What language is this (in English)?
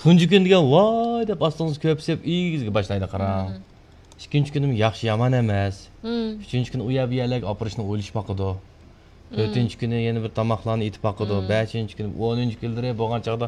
Uyghur